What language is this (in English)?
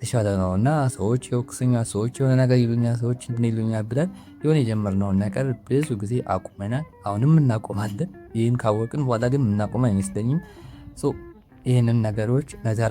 Amharic